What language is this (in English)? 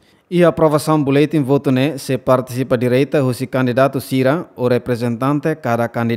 Tetum